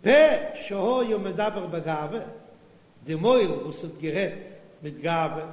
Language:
Yiddish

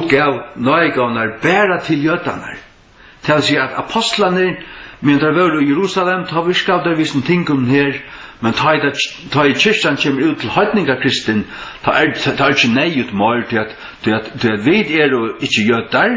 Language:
Faroese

